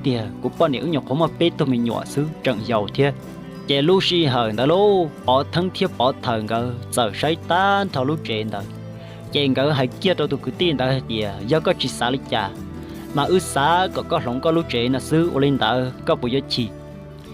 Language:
Hmong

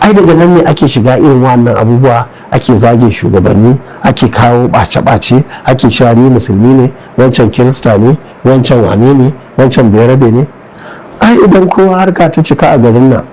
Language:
Hausa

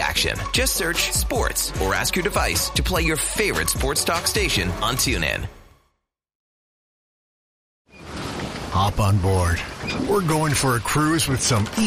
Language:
English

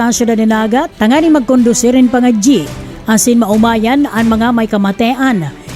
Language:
Bikol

